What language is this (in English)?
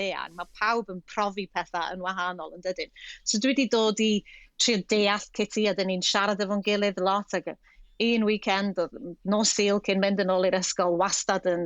Welsh